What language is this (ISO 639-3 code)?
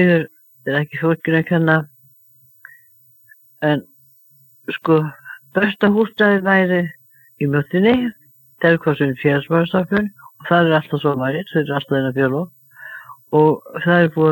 isl